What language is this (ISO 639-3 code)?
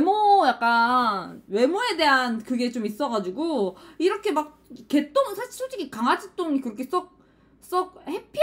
kor